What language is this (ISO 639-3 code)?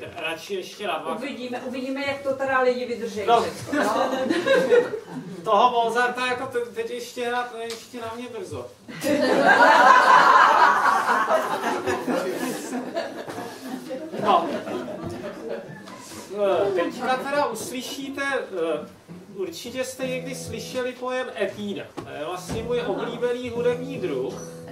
ces